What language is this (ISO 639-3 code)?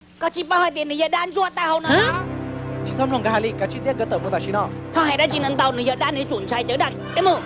hmn